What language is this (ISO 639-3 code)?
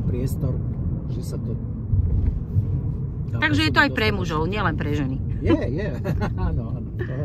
slk